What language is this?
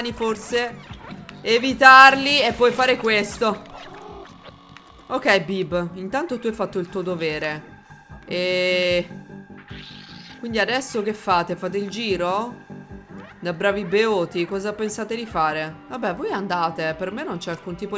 Italian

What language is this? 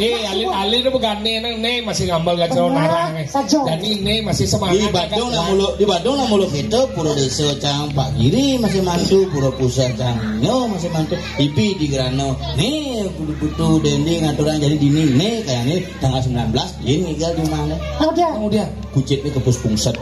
Balinese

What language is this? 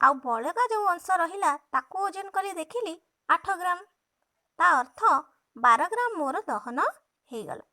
Odia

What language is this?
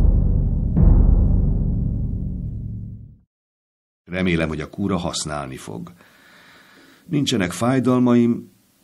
Hungarian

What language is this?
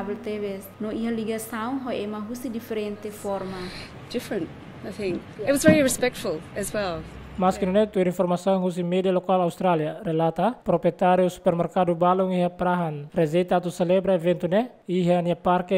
Tetum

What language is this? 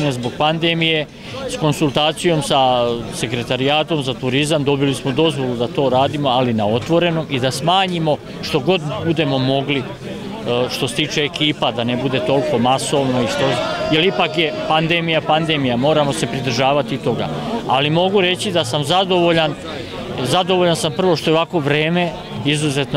Serbian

